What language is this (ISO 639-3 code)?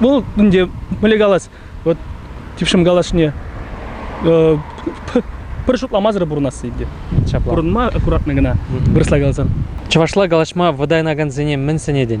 chv